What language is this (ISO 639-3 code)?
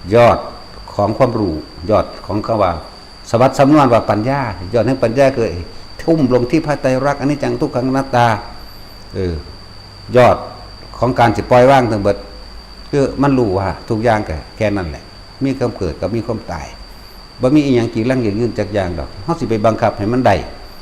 tts